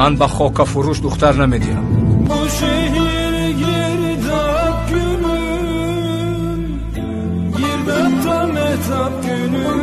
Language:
Tajik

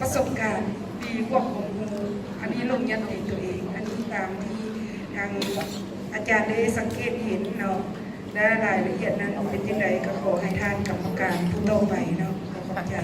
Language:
Lao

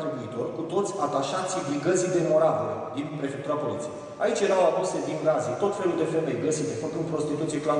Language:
Romanian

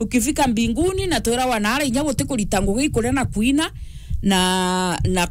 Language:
Meru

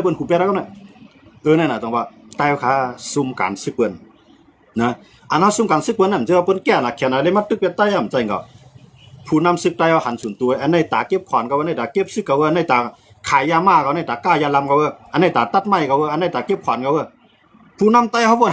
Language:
Shan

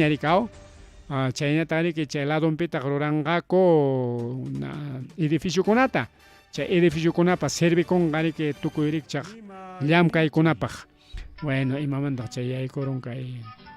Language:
Ayacucho Quechua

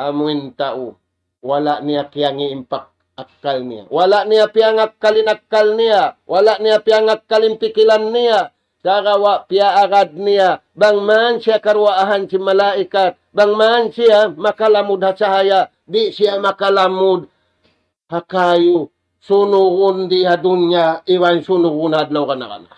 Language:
Tausug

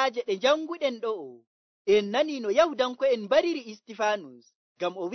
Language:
Nigerian Fulfulde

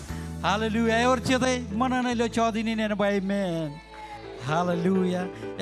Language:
Marshallese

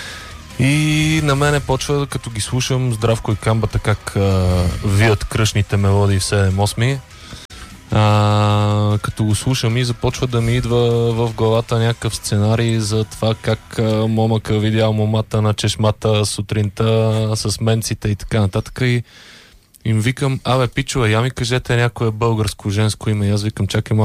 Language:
Bulgarian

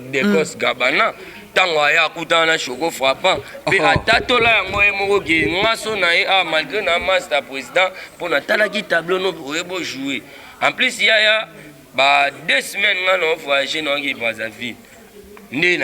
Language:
Lingala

